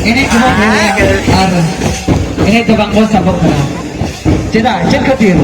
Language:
Santali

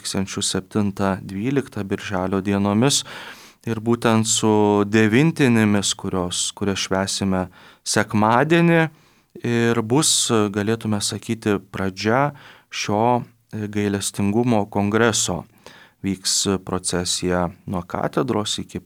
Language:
Lithuanian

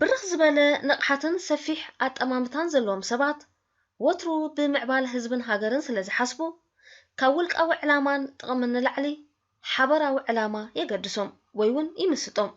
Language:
Tigrinya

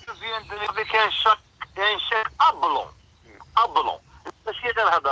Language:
Kabyle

